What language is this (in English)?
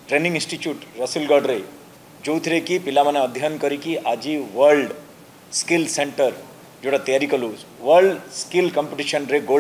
Odia